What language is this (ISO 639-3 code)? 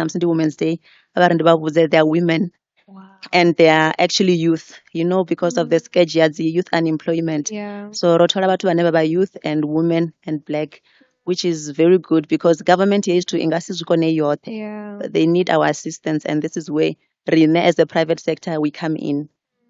ven